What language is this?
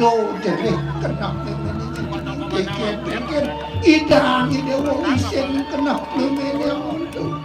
Balinese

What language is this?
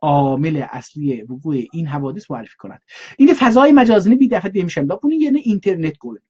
South Azerbaijani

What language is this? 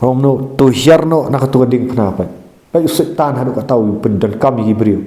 Khasi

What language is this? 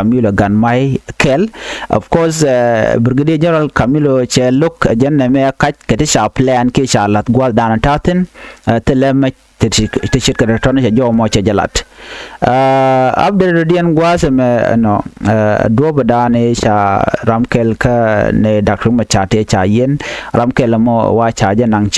Nuer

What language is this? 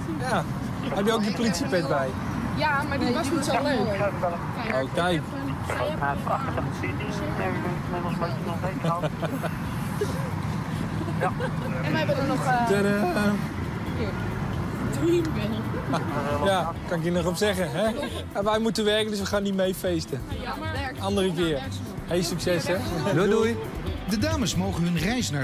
Dutch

